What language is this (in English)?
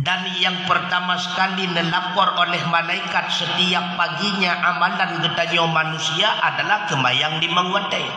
Achinese